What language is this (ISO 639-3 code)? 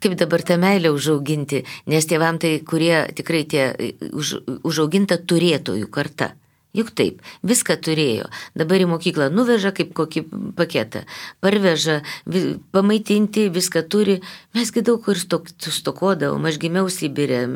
lit